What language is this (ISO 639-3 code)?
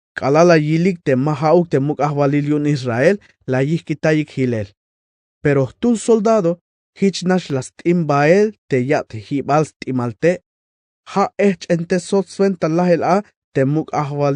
tzh